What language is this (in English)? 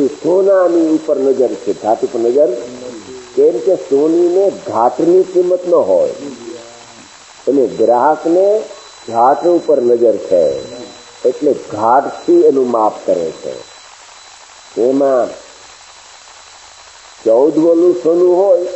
Gujarati